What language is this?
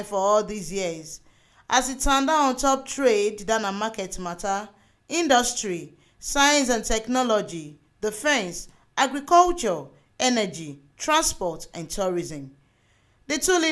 Nigerian Pidgin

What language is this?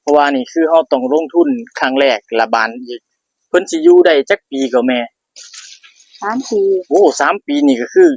Northeastern Thai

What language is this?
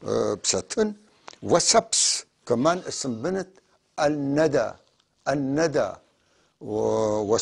North Levantine Arabic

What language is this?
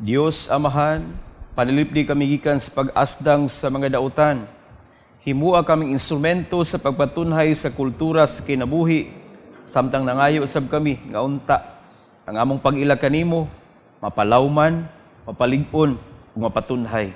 Cebuano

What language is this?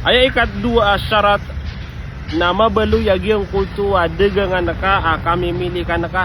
Maranao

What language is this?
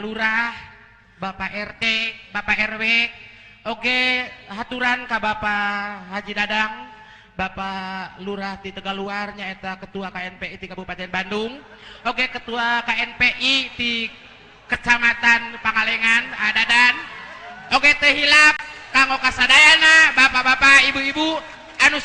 Sundanese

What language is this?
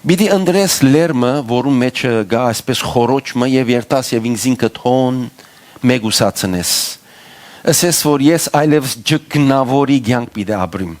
Western Armenian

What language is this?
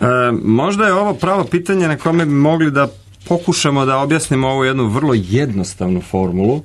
Serbian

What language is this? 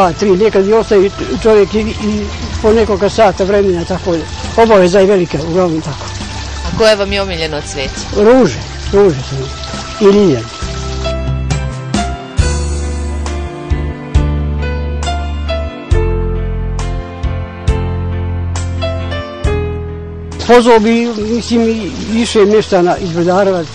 Bosnian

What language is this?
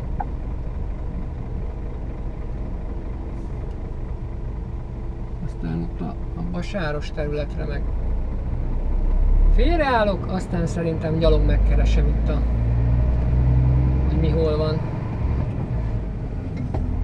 Hungarian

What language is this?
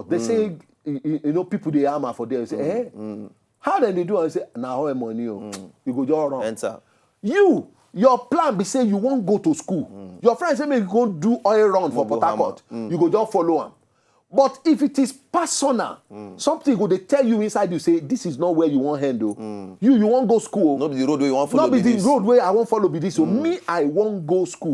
Nigerian Pidgin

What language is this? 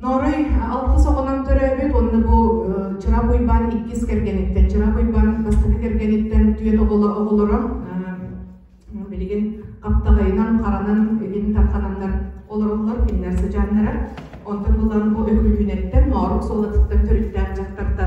Yakut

